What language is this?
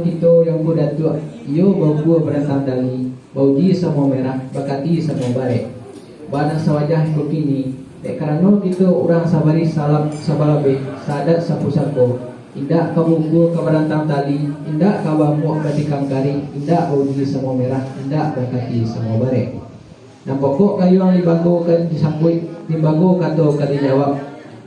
Minangkabau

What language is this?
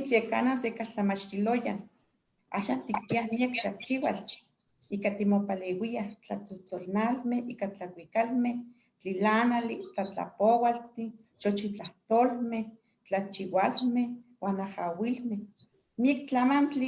Eastern Huasteca Nahuatl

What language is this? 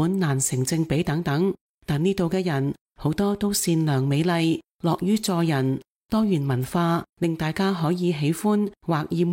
Cantonese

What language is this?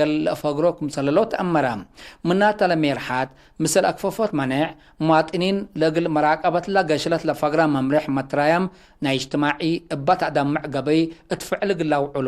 Tigre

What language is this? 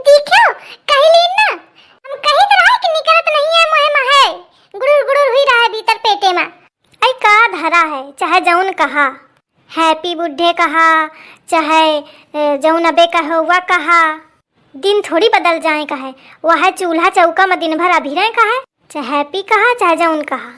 Awadhi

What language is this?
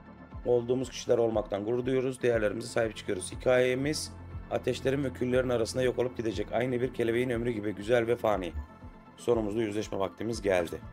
Turkish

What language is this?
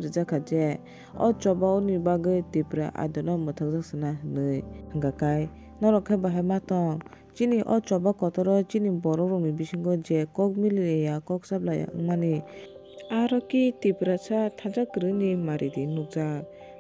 Kok Borok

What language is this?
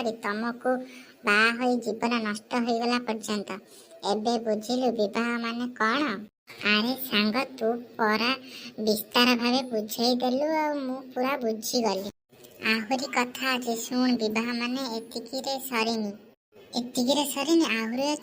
Odia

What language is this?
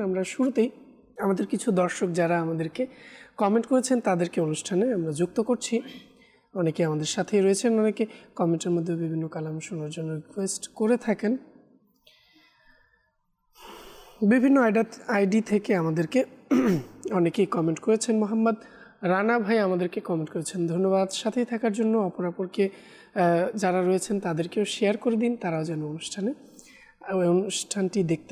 Bangla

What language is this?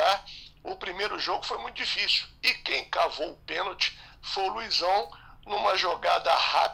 Portuguese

